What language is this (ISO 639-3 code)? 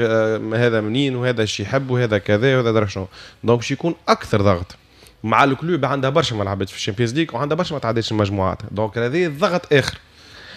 aeb